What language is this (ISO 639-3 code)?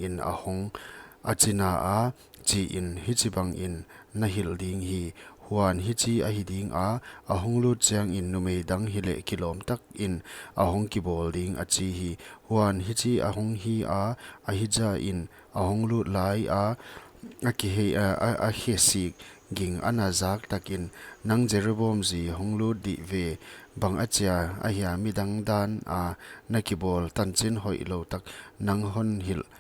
pck